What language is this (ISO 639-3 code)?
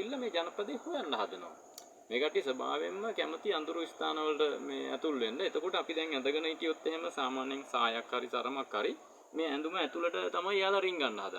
sin